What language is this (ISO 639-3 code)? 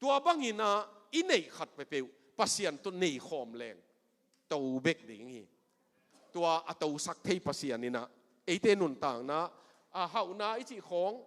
ctd